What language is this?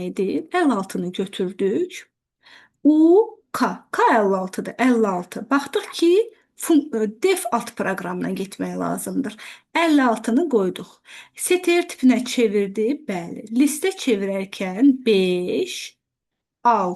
Azerbaijani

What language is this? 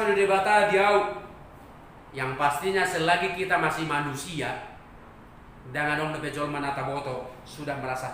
Batak Toba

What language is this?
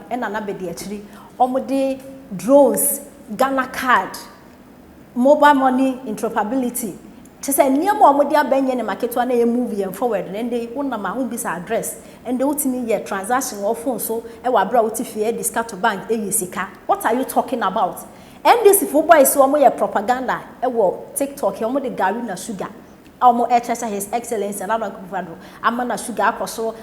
Akan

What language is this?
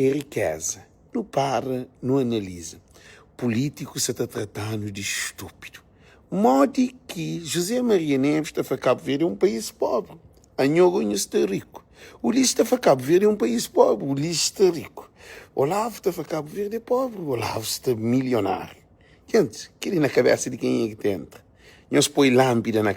Kabuverdianu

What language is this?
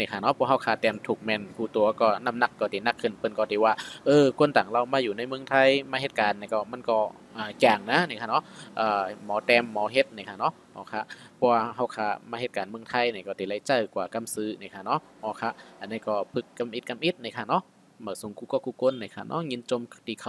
Shan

